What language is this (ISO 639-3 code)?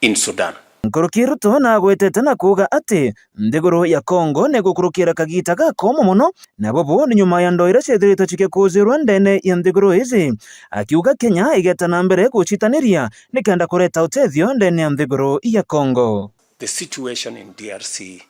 mer